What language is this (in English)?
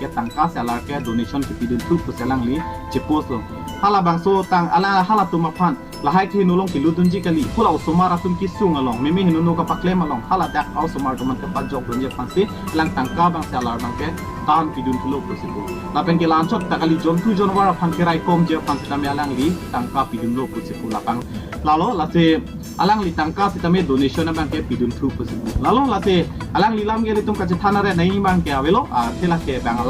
Karbi